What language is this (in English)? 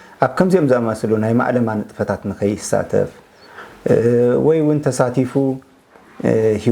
Tigrinya